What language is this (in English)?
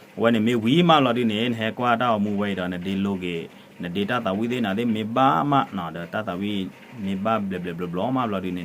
S'gaw Karen